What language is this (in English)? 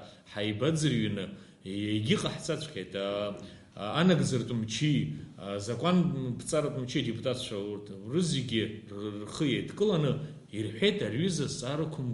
Abkhazian